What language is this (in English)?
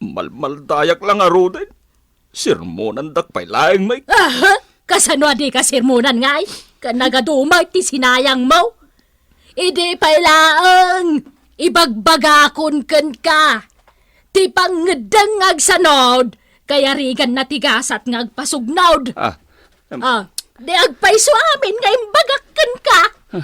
Iloko